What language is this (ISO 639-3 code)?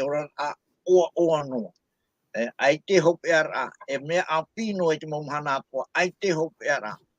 tah